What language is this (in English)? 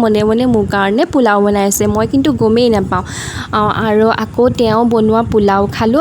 Assamese